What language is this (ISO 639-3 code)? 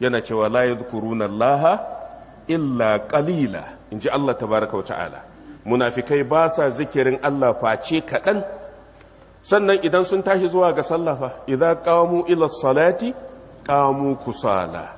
hau